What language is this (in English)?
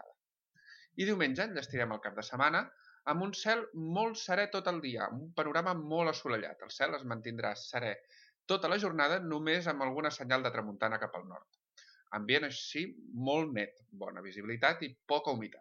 Catalan